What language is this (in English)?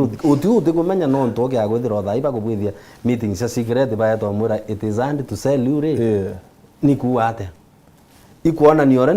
Meru